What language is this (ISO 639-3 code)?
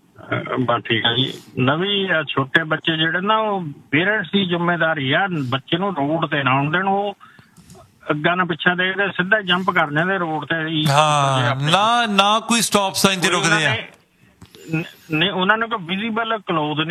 pan